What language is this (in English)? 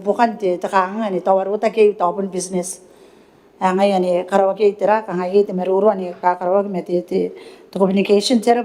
Gilbertese